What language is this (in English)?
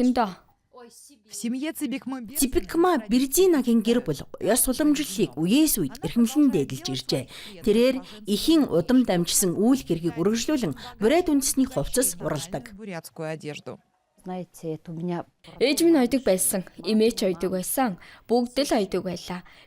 Mongolian